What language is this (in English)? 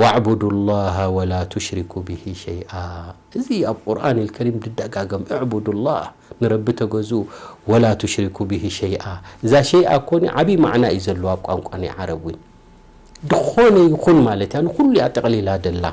Tigrinya